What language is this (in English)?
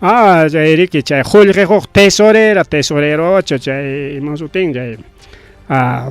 Ayacucho Quechua